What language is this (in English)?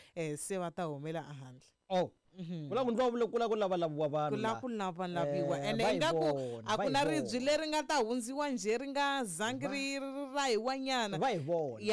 Tsonga